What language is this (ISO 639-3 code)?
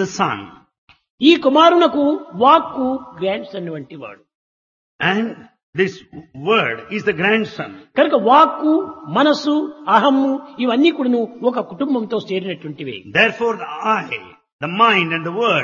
tel